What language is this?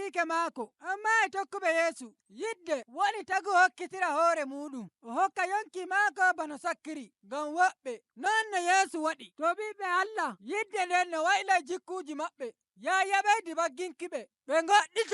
Nigerian Fulfulde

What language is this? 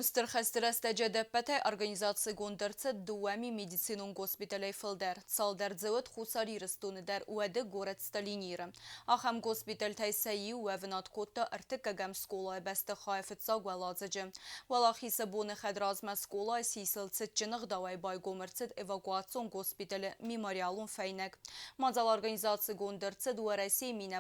Ossetic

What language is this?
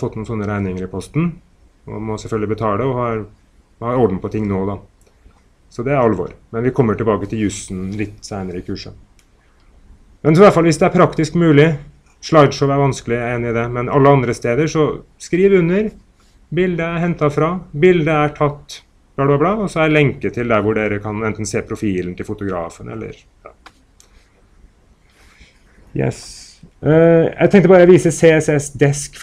Norwegian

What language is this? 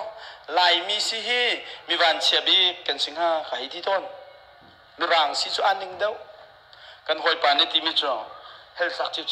Hakha Chin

